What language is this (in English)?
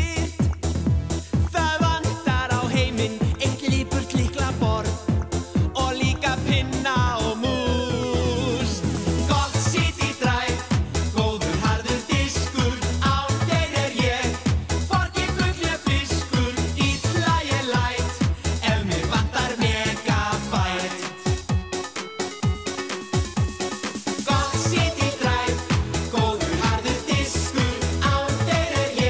Icelandic